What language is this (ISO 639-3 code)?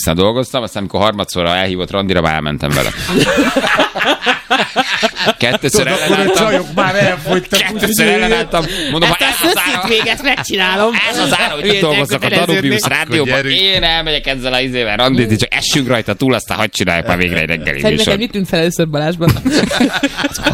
hun